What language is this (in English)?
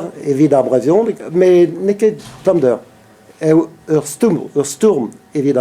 Breton